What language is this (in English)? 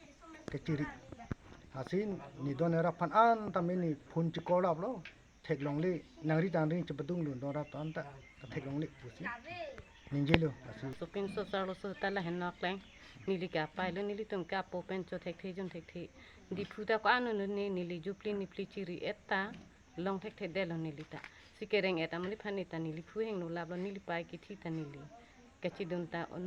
Karbi